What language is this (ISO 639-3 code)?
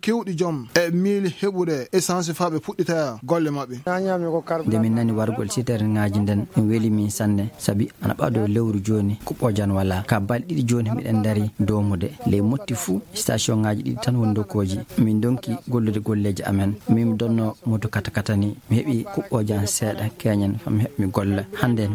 ful